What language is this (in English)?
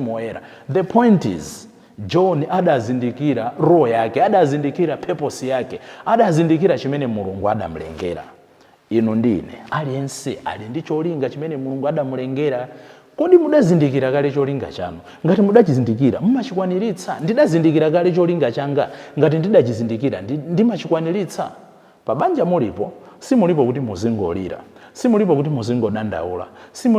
Nyanja